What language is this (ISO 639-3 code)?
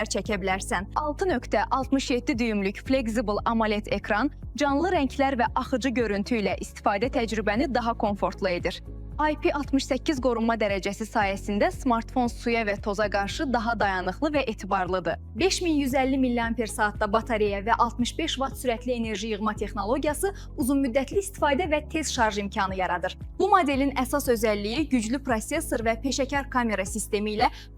aze